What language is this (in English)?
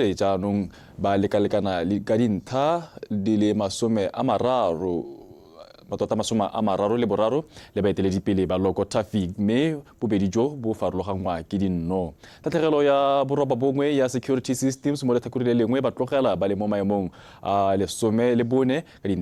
Tswana